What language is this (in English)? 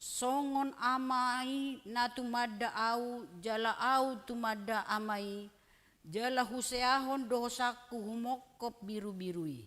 Batak Toba